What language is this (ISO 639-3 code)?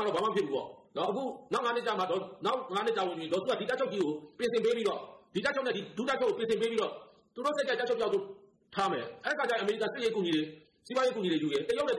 mya